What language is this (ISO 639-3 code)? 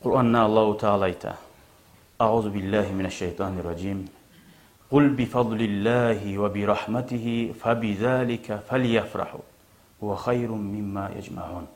kum